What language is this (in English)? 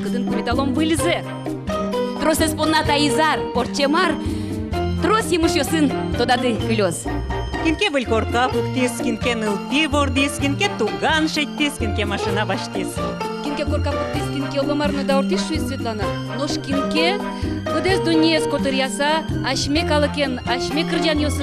Udmurt